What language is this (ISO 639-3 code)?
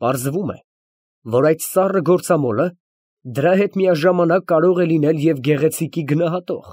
hye